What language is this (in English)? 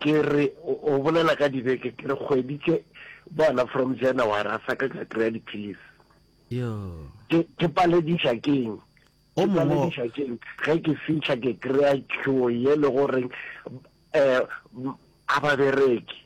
Northern Sotho